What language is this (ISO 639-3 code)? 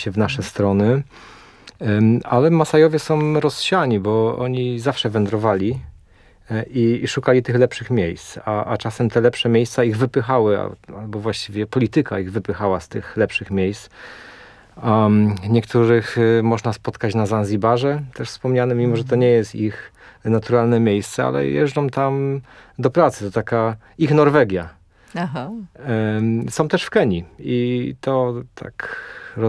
pol